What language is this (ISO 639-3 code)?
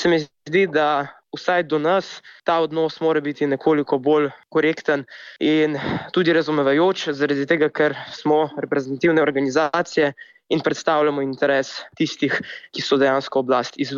slv